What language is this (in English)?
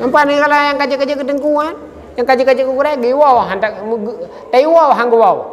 Achinese